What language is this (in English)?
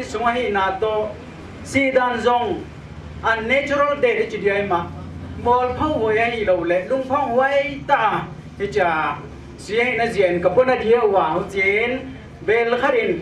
Paite Chin